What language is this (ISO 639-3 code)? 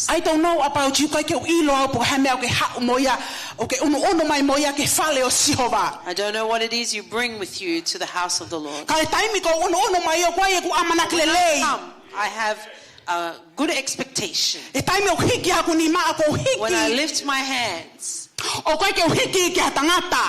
ton